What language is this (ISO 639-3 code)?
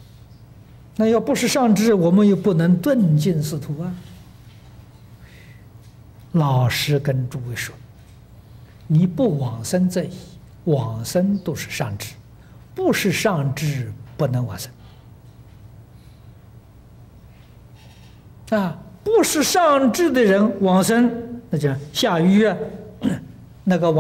zho